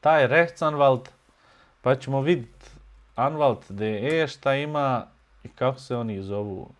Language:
Bosnian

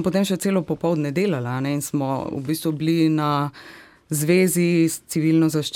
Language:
Slovenian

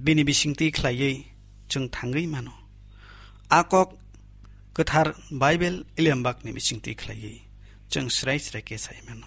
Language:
Kok Borok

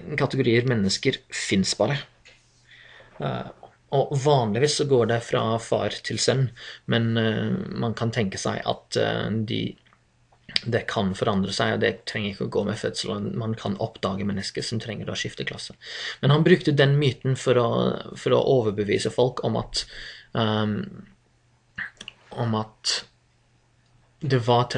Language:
Norwegian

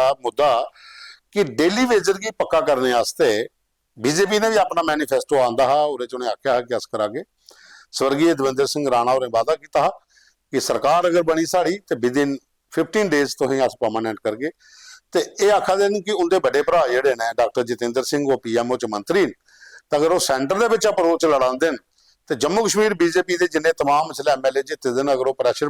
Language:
Dogri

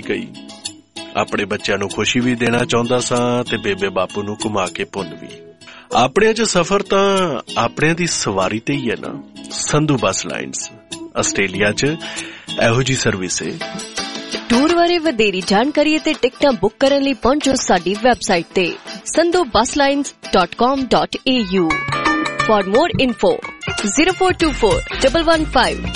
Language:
Punjabi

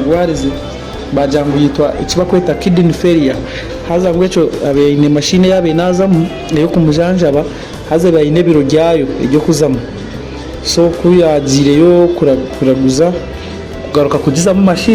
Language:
Nyankole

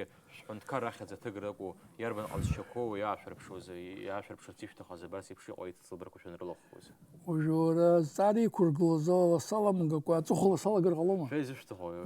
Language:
Abkhazian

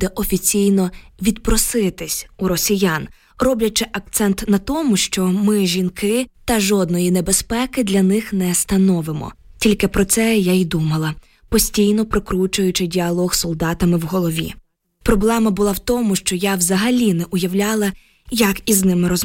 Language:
Ukrainian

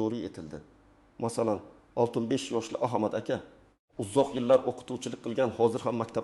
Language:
Uzbek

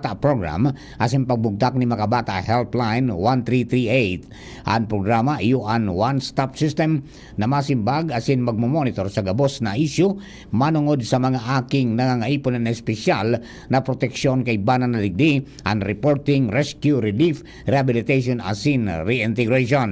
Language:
Bikol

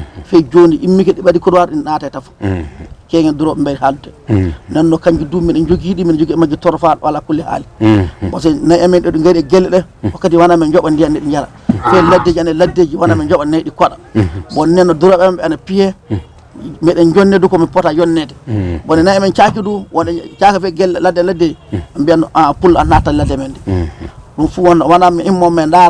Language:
Fula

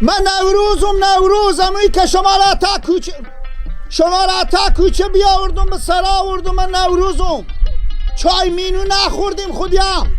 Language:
Persian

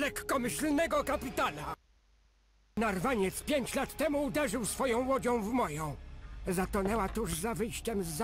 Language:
Polish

